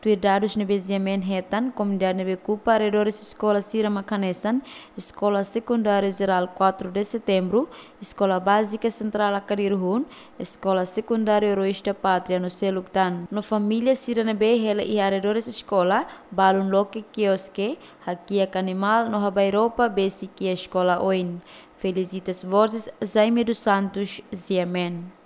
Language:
Tetum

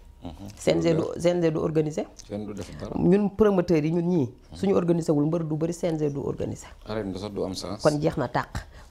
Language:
Wolof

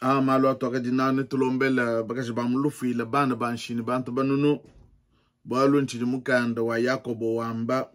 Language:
Luba-Lulua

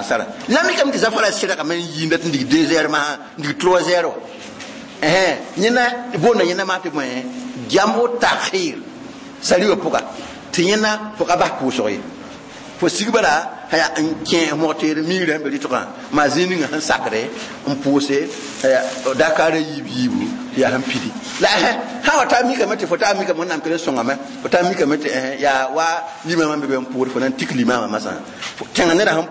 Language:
Mossi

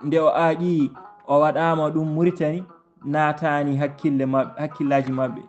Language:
Fula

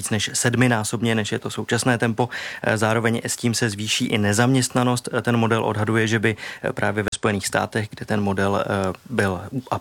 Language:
Czech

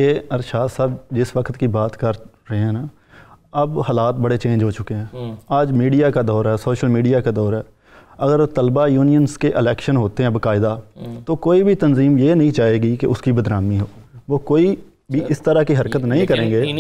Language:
Urdu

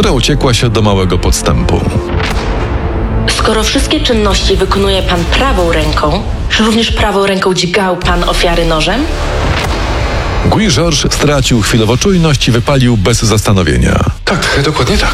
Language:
Polish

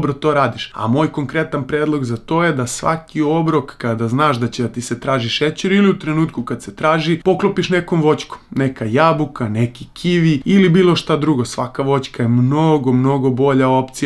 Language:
Serbian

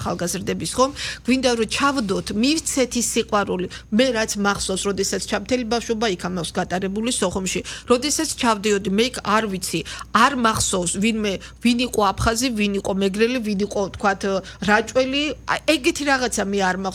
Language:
Georgian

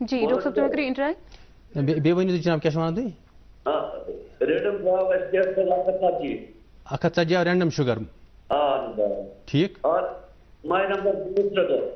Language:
Kashmiri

